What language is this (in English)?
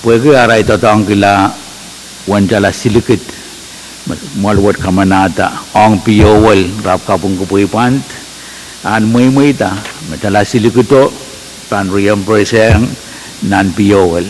Pohnpeian